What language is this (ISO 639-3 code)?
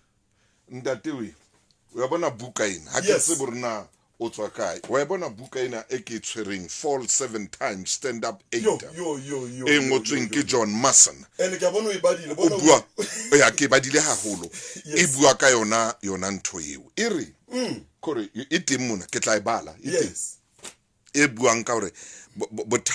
sot